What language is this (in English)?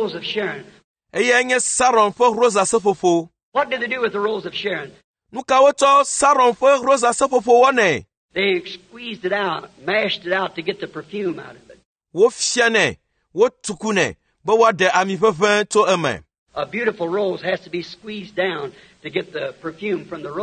Ewe